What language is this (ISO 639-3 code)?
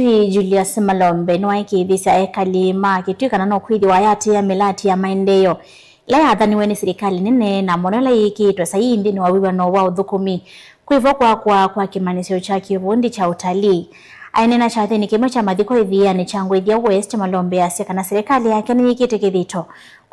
kam